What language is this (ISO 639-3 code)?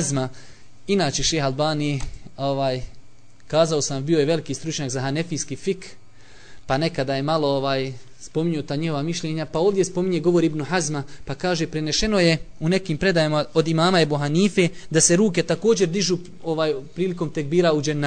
bos